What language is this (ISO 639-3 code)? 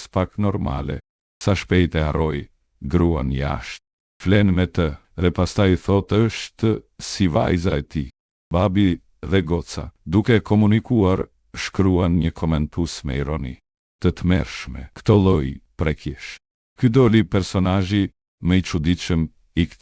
sqi